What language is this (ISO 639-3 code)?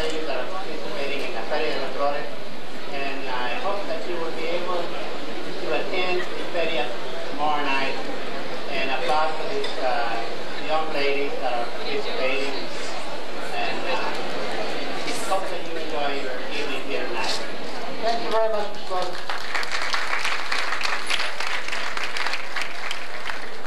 eng